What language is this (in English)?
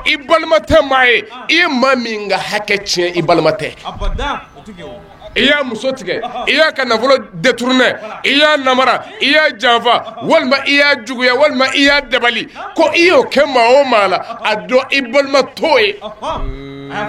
Bambara